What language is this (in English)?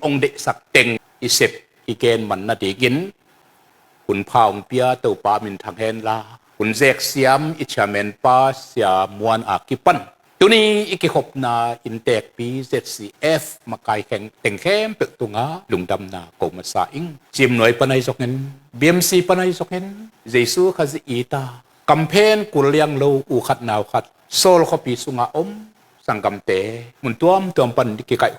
Tedim Chin